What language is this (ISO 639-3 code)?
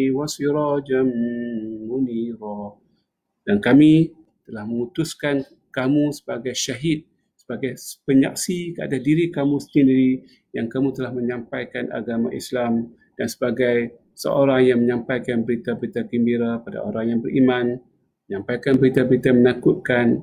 msa